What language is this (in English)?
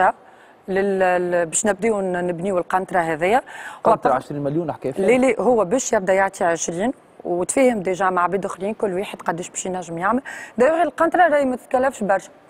Tunisian Arabic